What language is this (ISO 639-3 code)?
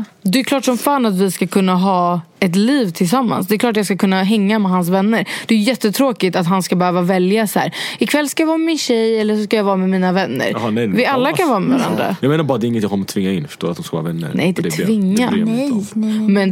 swe